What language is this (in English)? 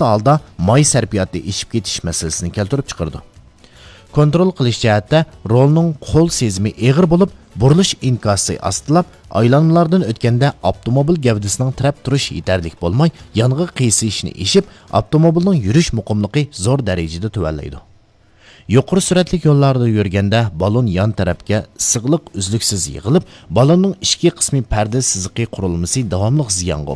Uyghur